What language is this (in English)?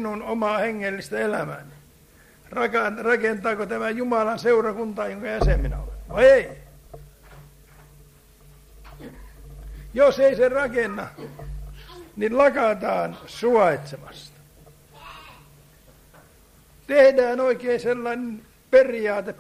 Finnish